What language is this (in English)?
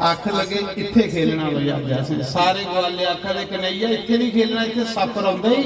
Dogri